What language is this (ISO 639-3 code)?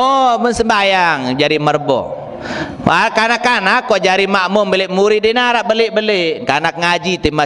sas